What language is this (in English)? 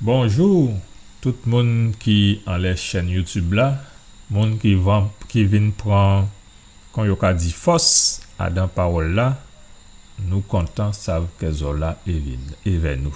Guadeloupean Creole French